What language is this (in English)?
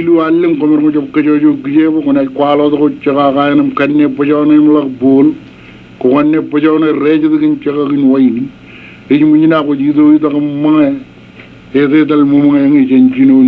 Marshallese